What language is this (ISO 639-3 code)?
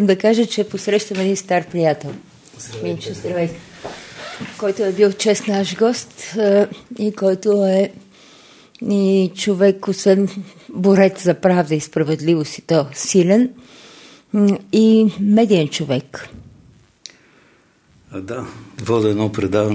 bul